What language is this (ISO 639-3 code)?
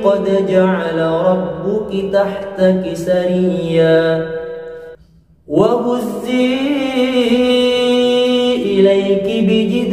ara